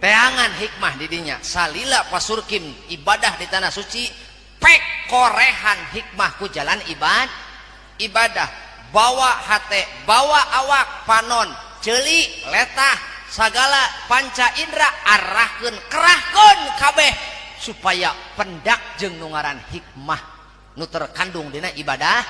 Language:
Sundanese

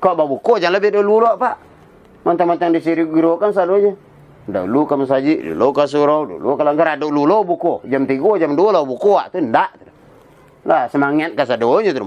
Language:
Minangkabau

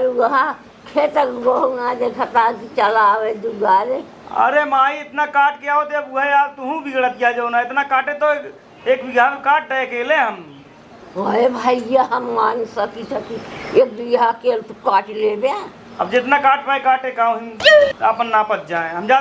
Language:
Awadhi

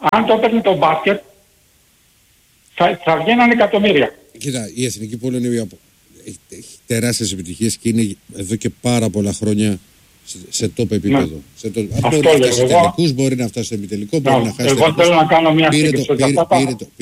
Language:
Greek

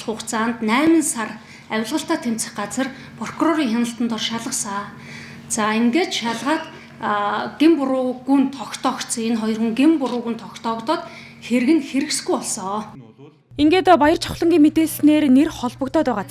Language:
Mongolian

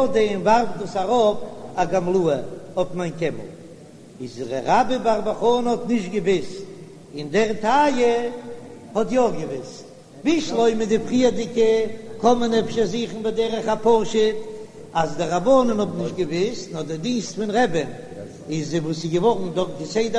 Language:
Yiddish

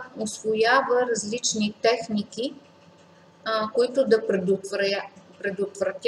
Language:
Bulgarian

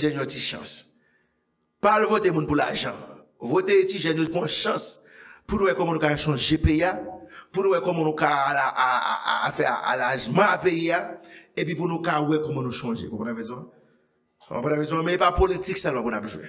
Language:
Haitian Creole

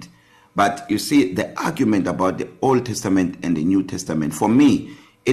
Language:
English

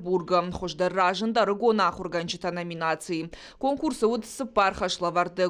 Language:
Ossetic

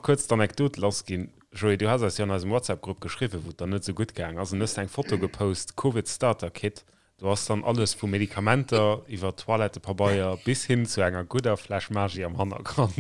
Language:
Luxembourgish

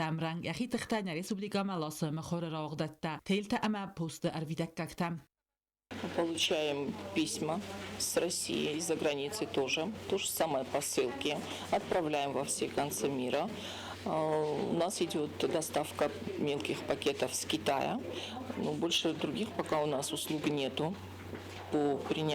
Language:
Ossetic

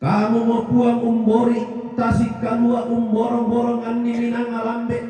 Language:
Toraja-Sa'dan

